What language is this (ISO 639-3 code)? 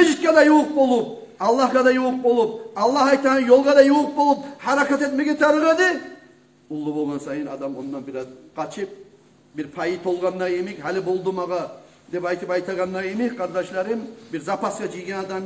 kum